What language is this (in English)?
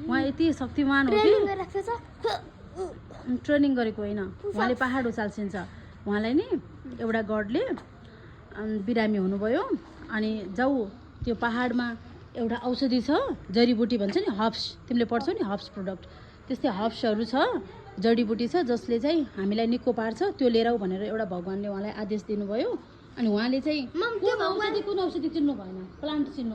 Nepali